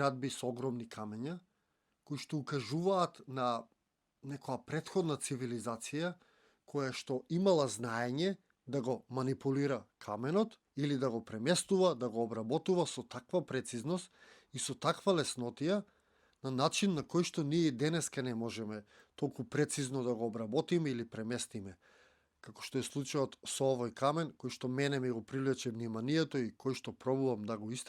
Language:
Macedonian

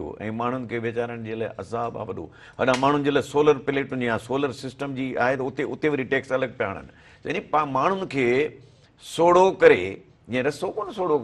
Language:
Sindhi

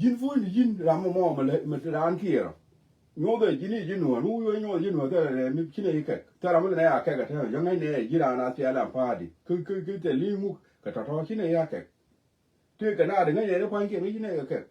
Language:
Nuer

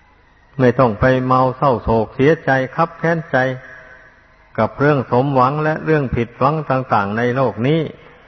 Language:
Thai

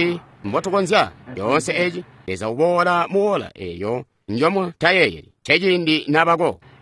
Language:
Tonga (Zambia)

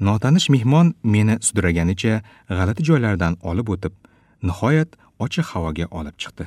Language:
Uzbek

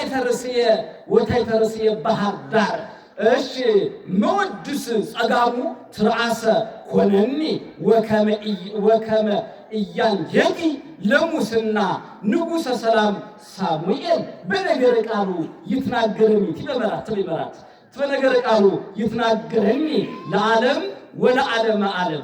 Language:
Amharic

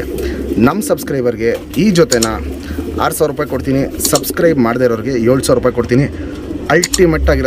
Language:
Kannada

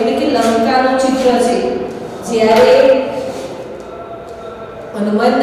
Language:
Gujarati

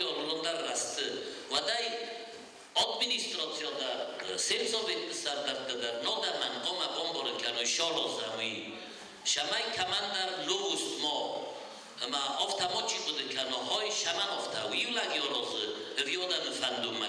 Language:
Ossetic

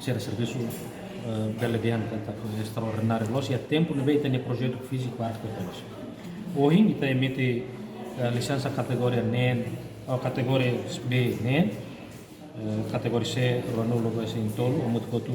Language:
Tetum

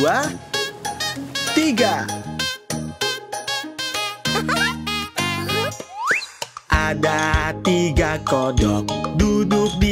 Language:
Indonesian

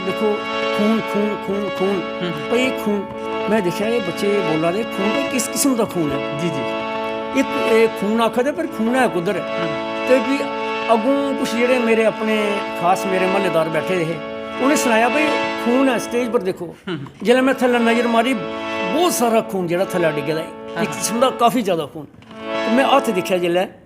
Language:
Dogri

